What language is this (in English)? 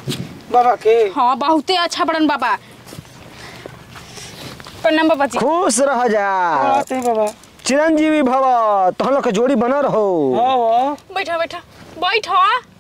Bhojpuri